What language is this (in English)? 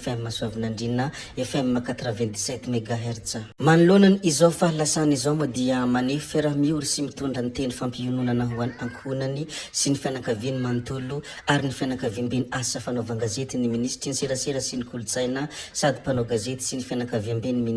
Malagasy